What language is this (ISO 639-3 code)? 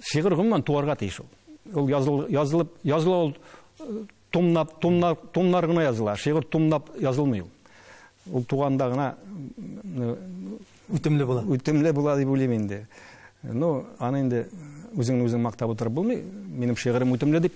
tat